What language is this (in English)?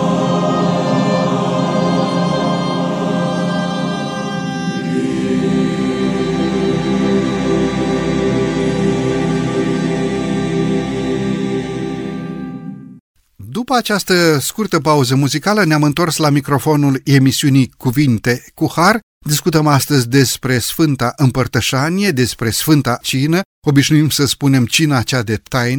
Romanian